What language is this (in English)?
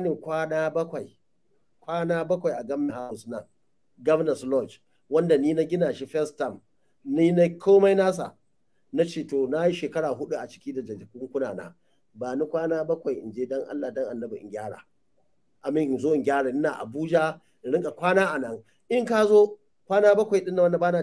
Hausa